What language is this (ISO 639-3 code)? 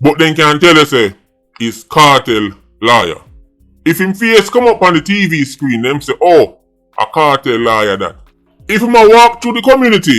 jam